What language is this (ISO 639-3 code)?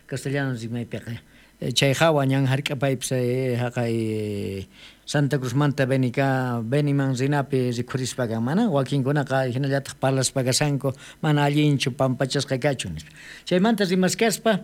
quh